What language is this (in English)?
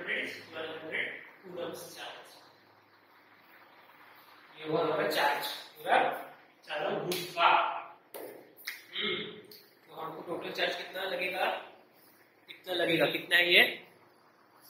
Hindi